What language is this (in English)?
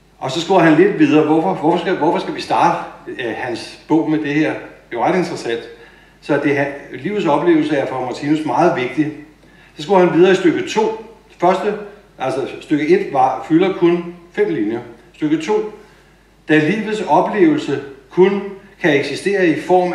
Danish